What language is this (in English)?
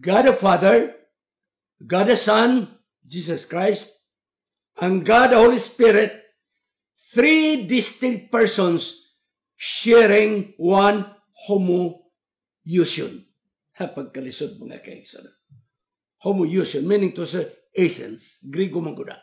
Cebuano